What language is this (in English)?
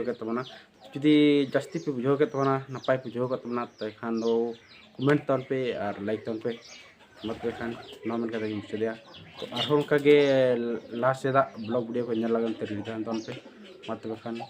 Santali